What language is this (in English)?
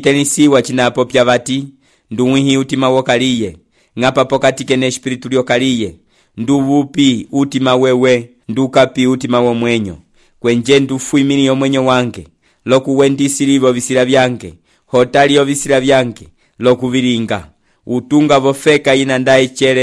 Umbundu